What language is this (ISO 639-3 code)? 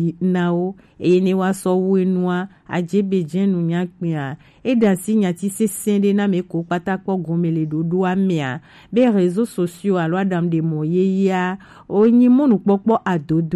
gej